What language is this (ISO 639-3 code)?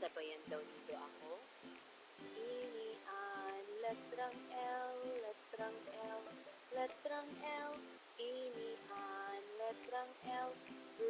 bik